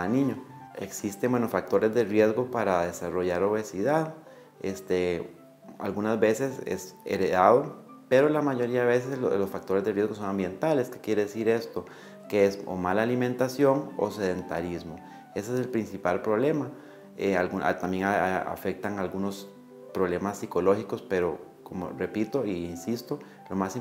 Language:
Spanish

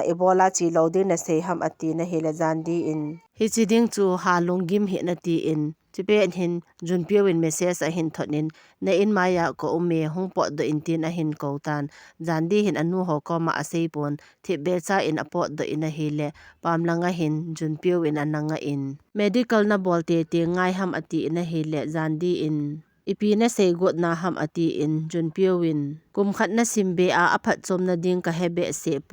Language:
Thado Chin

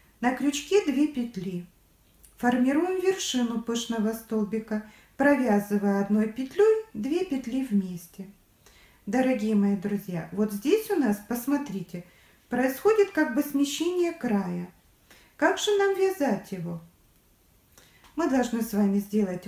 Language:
Russian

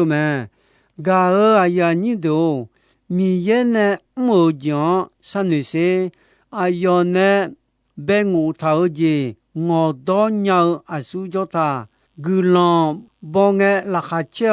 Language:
Akha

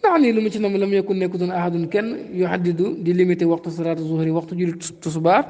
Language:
Wolof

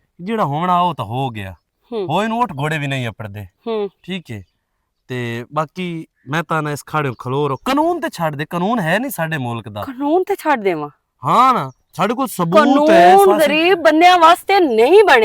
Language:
Western Panjabi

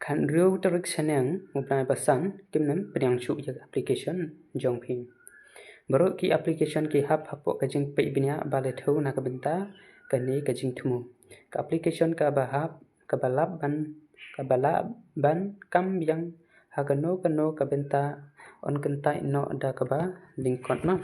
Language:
Khasi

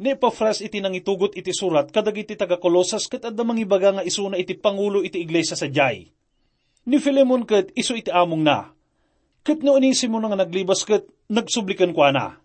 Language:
Iloko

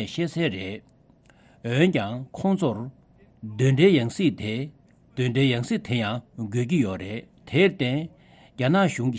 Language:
Tibetan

